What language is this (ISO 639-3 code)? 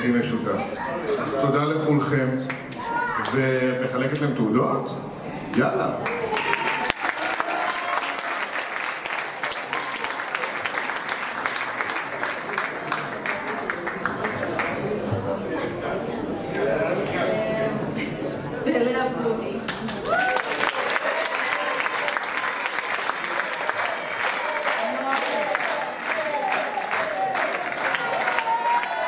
heb